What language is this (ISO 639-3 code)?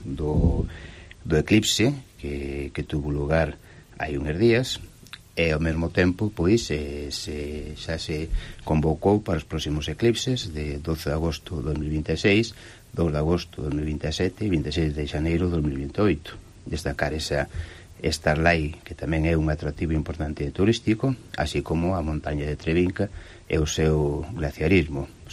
glg